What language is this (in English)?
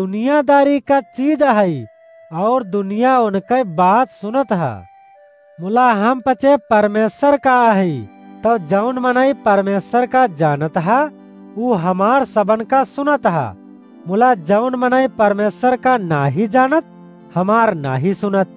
Awadhi